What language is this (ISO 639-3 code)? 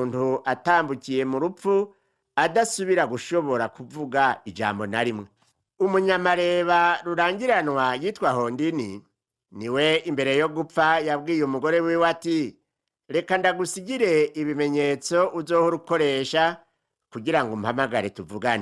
run